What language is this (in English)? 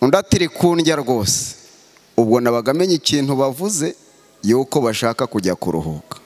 Kinyarwanda